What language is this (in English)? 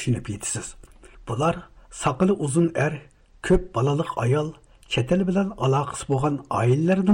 Uyghur